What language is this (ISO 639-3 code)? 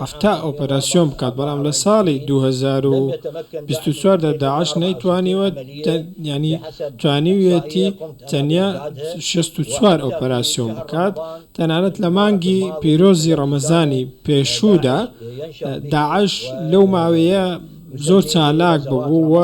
ckb